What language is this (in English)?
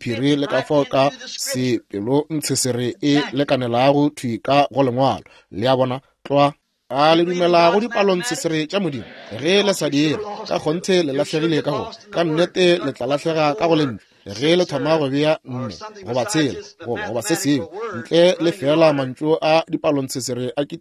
Northern Sotho